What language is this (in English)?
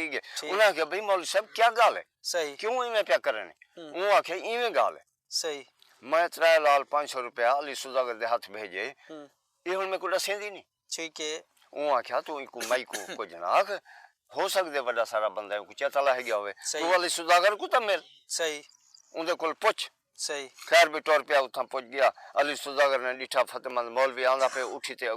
Saraiki